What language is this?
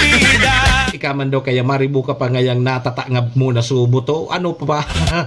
Bikol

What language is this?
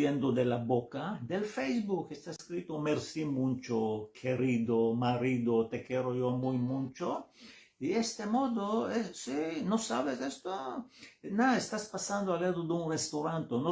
Ladino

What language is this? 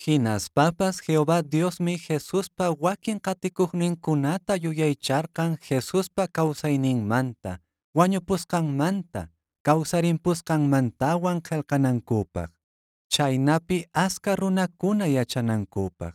Quechua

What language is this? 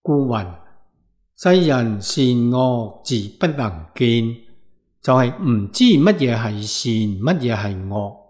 Cantonese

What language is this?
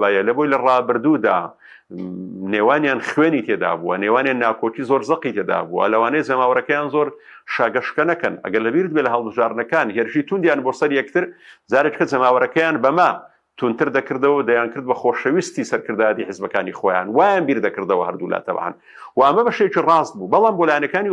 Central Kurdish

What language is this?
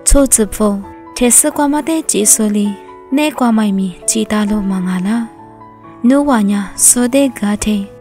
Lisu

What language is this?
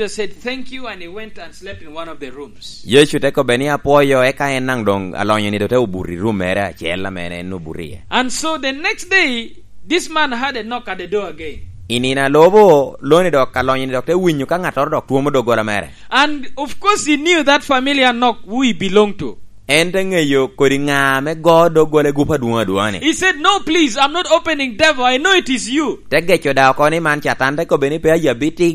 Lango (Uganda)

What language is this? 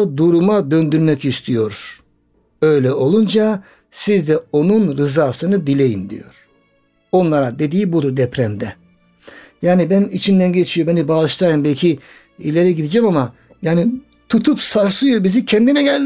Turkish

